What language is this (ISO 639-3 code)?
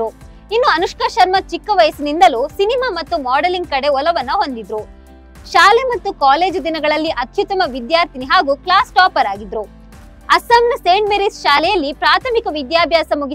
kan